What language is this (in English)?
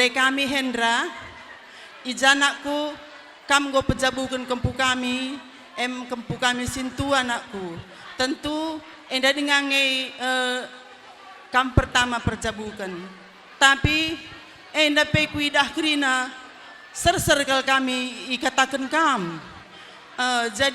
Batak Karo